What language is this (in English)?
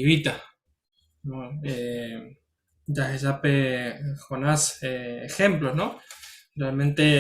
Guarani